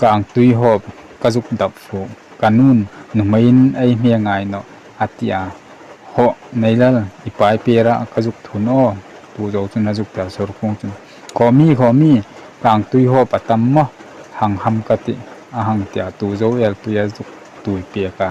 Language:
Hmar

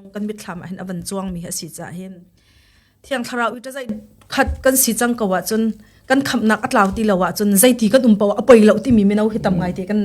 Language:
Hakha Chin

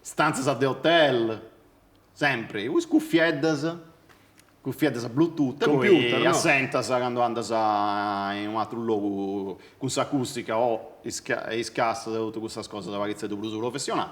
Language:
Sardinian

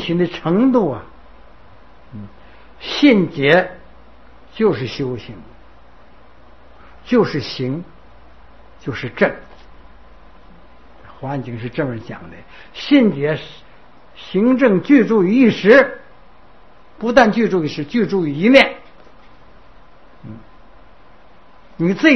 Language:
Chinese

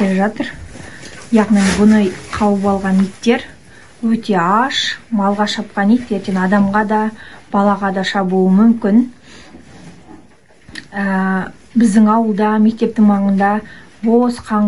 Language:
Kazakh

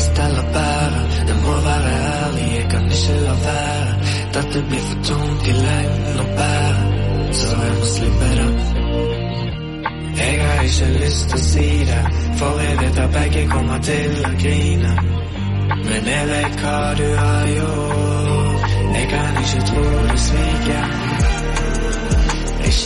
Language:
Norwegian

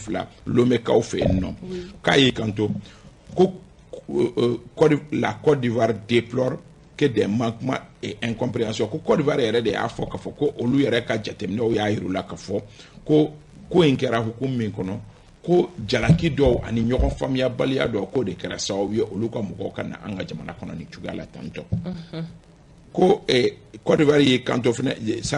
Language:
Bambara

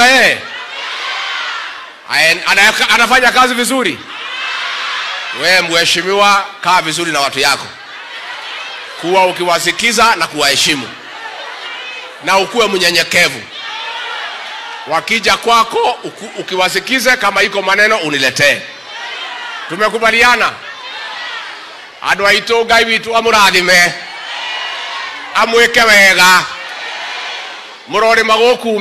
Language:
Swahili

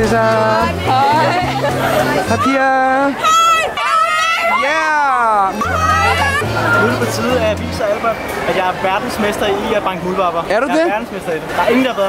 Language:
Danish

